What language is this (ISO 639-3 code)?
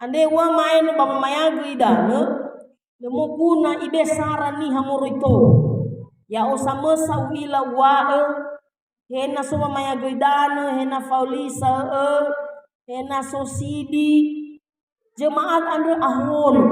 nia